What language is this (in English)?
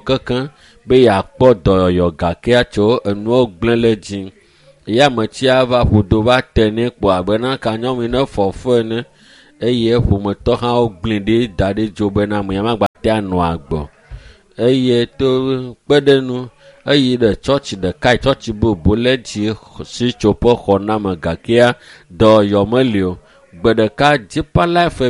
Ewe